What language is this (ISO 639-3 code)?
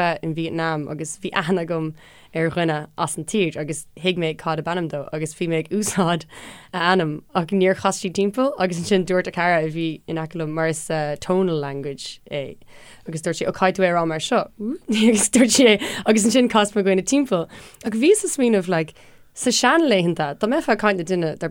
gle